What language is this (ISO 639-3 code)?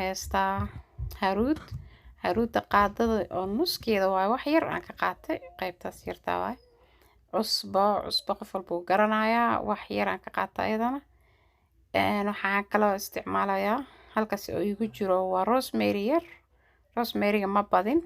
som